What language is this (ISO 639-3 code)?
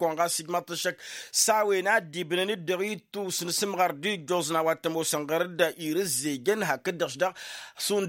taq